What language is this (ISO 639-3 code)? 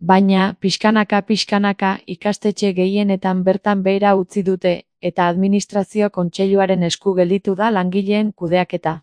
eus